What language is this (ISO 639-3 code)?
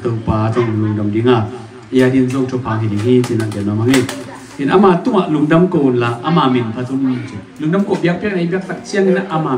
ctd